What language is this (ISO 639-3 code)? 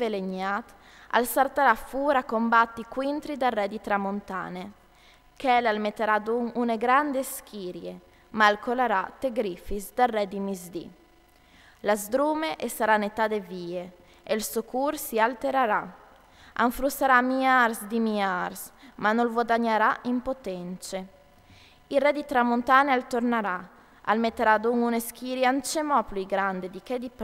fur